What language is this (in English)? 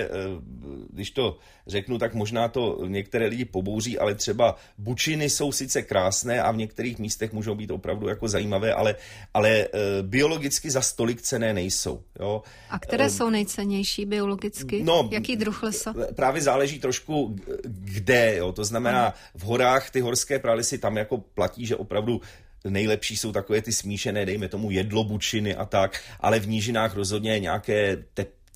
Czech